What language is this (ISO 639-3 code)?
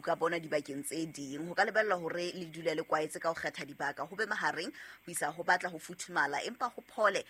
sot